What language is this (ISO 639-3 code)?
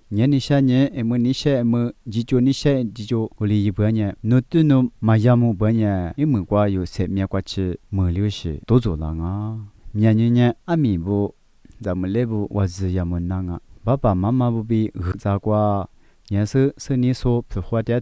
lis